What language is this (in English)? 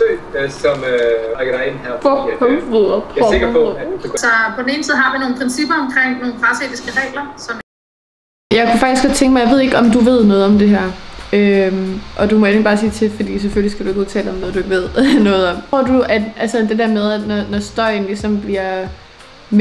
Danish